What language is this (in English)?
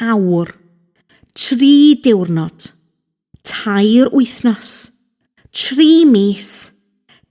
Welsh